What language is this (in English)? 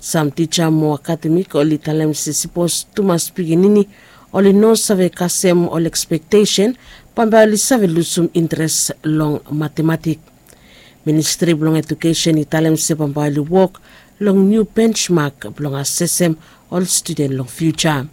Bislama